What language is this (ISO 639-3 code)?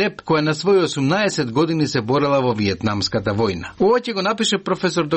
mkd